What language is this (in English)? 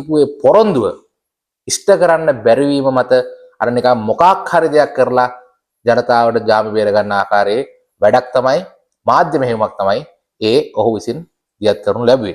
Sinhala